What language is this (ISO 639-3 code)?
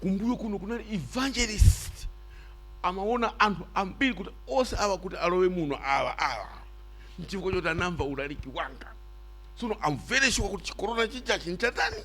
nya